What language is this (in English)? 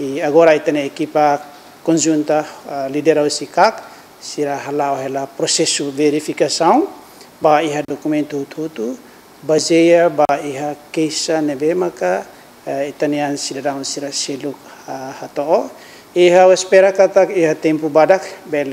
Tetum